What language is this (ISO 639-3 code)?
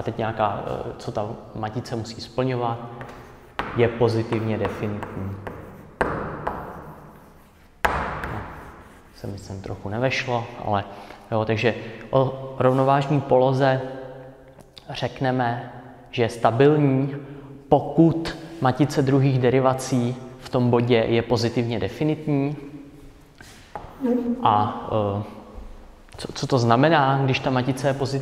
ces